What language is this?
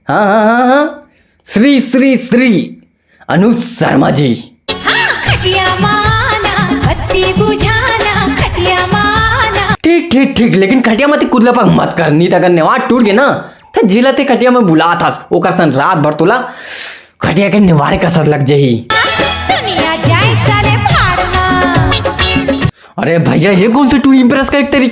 Chhattisgarhi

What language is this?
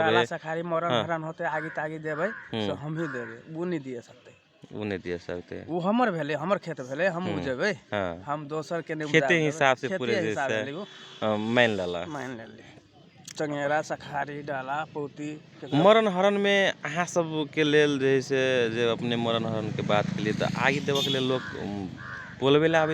Magahi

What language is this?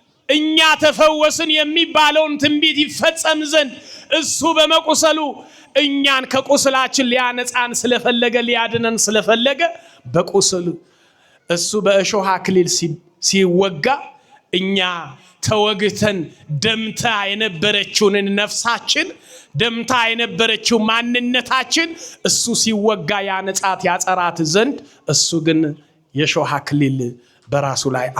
Amharic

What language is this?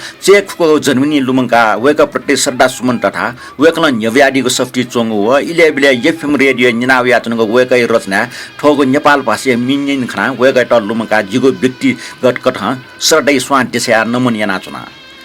Newari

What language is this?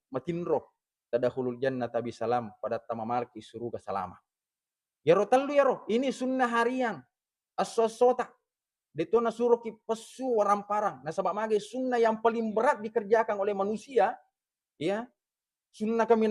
Buginese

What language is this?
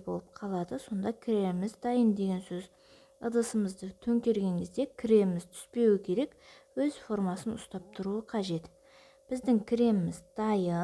Kazakh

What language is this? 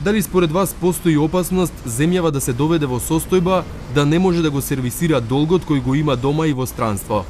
Macedonian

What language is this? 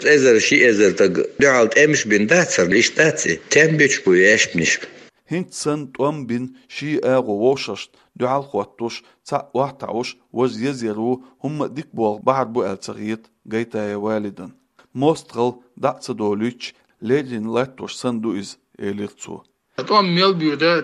Chechen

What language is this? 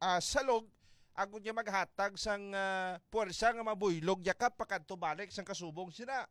Hiligaynon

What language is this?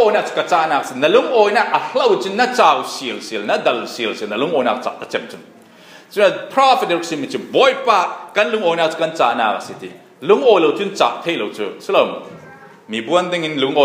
Falam Chin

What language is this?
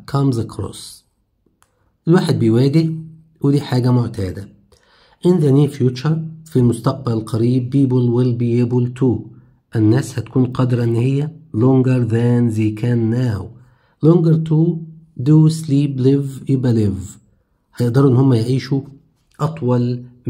Egyptian Arabic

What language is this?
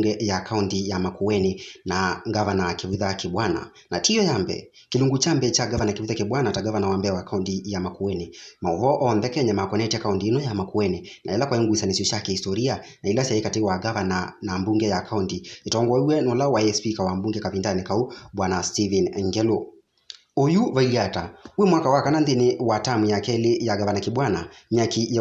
Kamba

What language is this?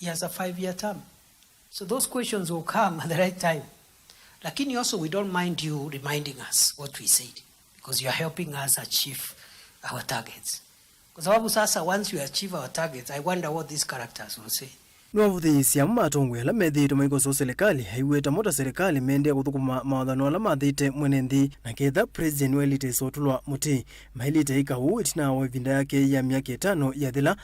Kamba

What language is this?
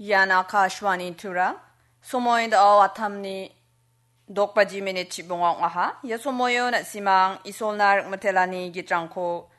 Garo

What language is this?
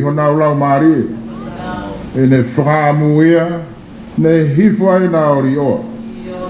Tongan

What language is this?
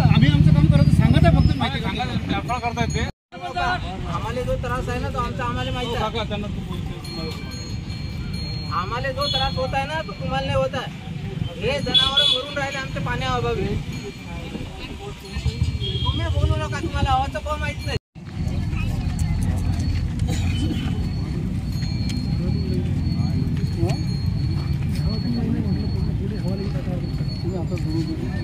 Marathi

